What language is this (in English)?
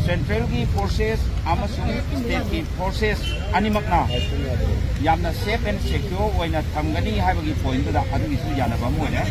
Manipuri